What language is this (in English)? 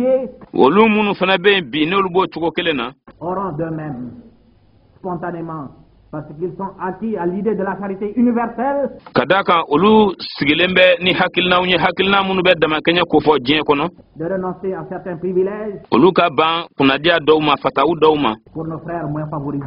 Bambara